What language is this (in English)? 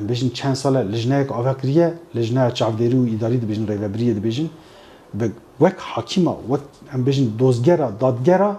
Kurdish